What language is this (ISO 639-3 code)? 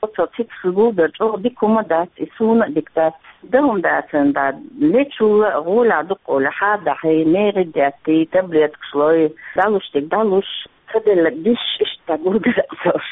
che